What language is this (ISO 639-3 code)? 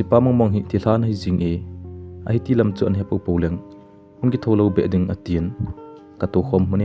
tcz